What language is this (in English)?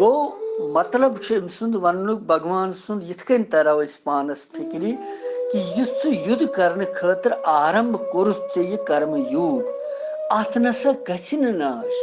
Kashmiri